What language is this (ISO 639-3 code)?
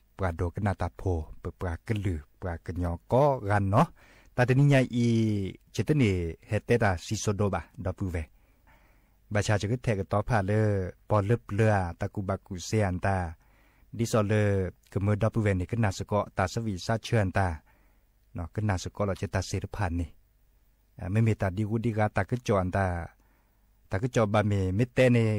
ksw